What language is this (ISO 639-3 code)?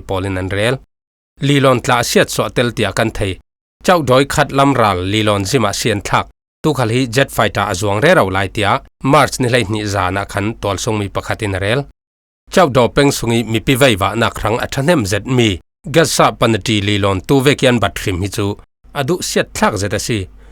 cfm